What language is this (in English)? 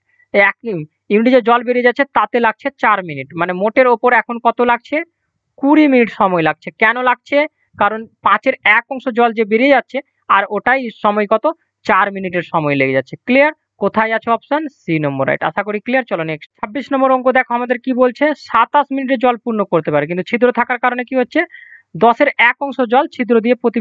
Bangla